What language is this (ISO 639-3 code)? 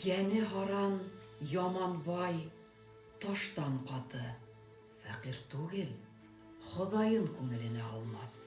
bak